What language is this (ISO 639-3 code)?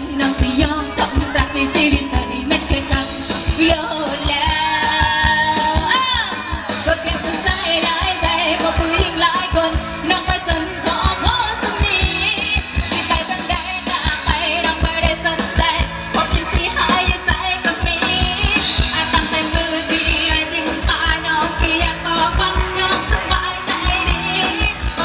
tha